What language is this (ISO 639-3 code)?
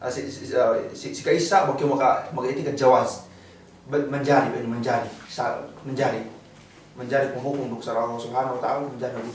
yka